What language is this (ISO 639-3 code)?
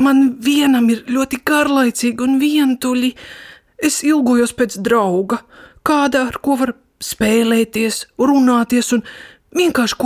lav